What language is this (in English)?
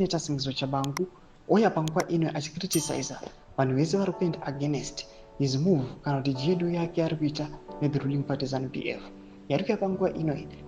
Shona